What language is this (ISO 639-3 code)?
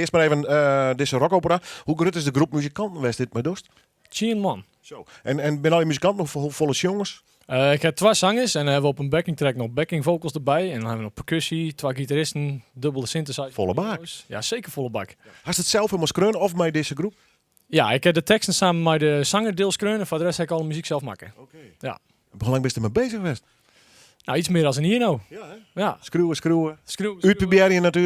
fry